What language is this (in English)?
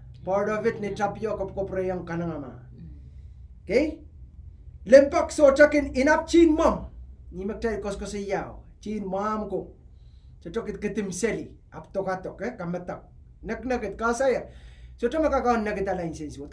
Pohnpeian